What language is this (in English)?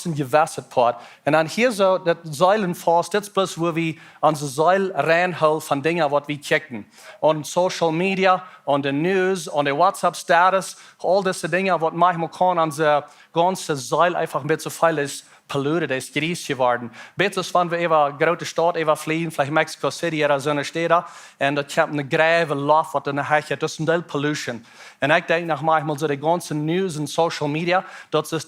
Plautdietsch